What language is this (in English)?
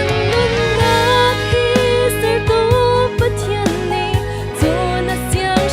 Hakha Chin